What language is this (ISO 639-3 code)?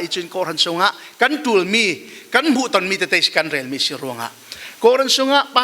cfm